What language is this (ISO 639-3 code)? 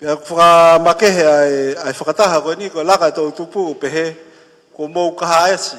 ton